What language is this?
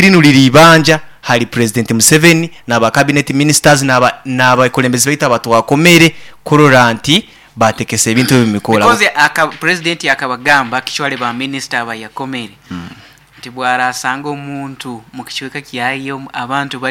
Nyoro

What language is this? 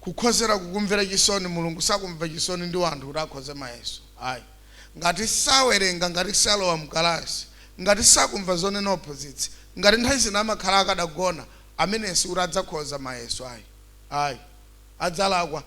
Nyanja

